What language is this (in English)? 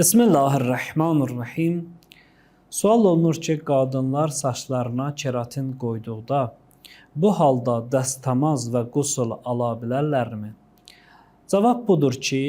Azerbaijani